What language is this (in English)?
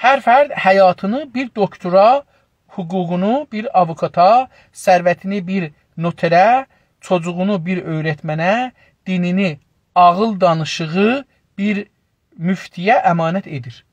South Azerbaijani